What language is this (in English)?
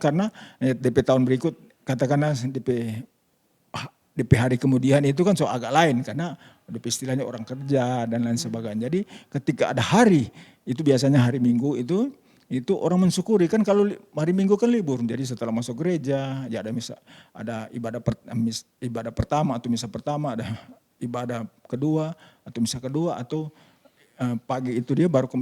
Manado Malay